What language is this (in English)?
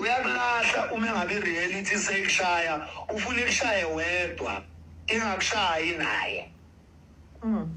Zulu